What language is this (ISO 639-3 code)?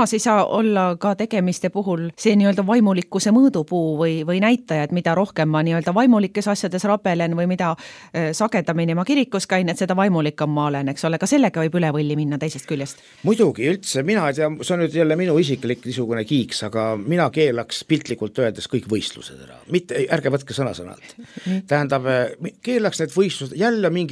est